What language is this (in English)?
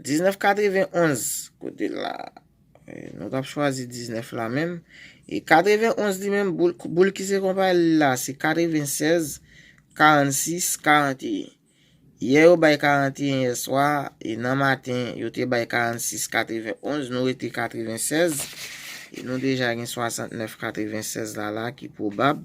Haitian Creole